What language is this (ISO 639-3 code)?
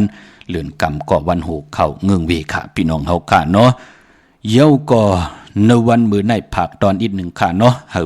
shn